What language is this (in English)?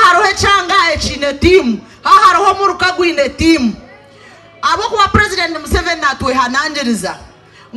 Nyankole